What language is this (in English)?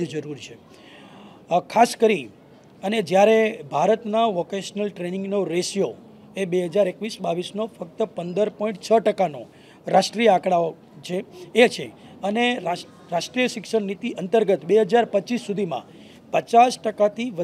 Gujarati